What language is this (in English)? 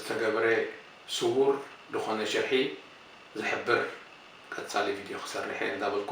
Tigrinya